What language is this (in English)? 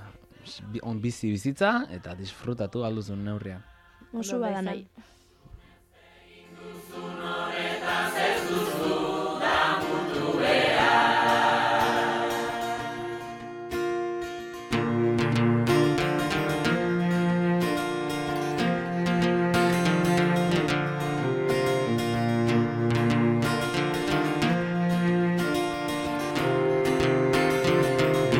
Basque